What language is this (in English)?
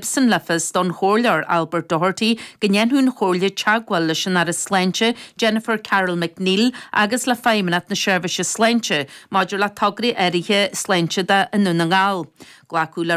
Irish